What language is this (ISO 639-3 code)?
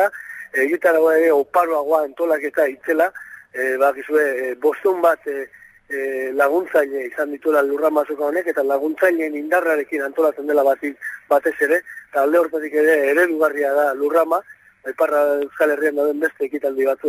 eus